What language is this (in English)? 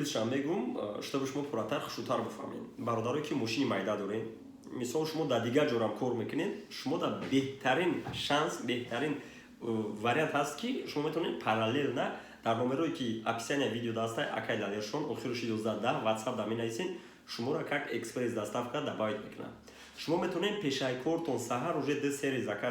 Tajik